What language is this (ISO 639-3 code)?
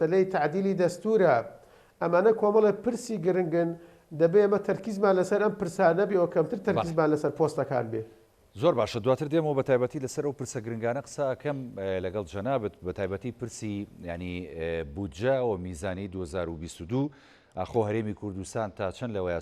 ckb